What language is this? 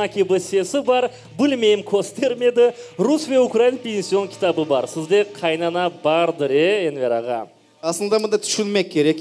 Crimean Tatar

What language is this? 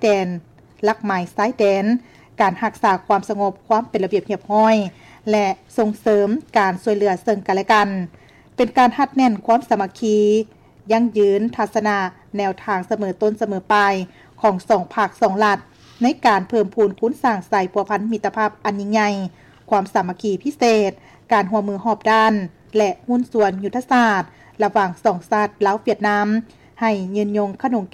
Lao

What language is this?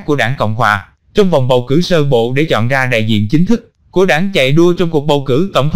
Vietnamese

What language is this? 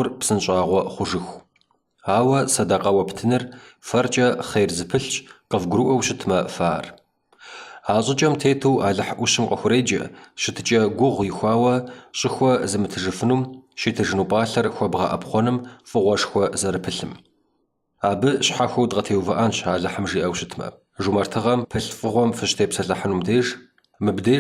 Kabardian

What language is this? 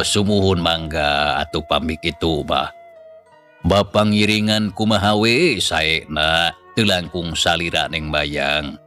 Sundanese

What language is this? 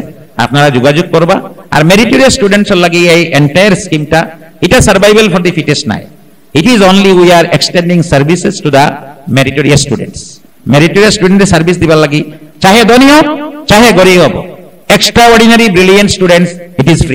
Sylheti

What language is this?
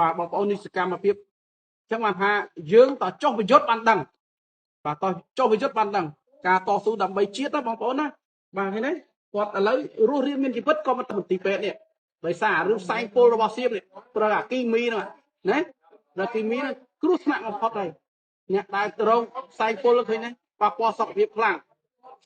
Khmer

